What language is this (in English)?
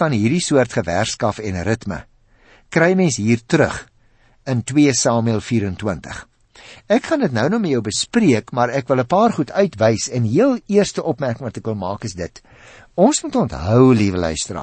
Afrikaans